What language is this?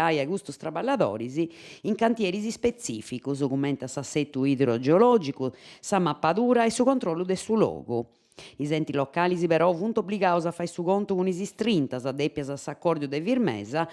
Sardinian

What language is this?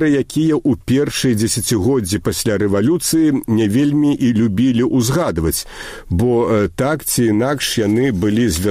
Belarusian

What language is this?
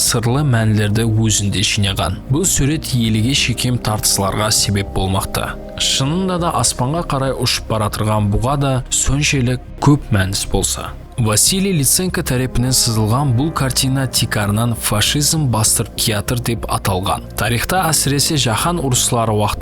Kara-Kalpak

